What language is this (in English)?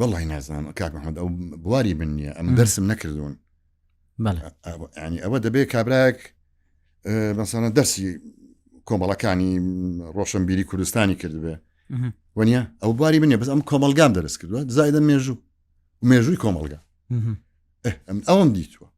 Central Kurdish